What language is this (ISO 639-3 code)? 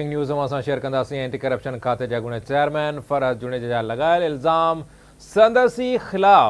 snd